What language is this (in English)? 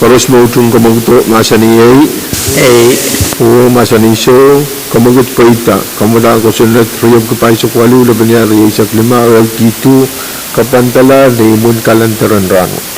Pohnpeian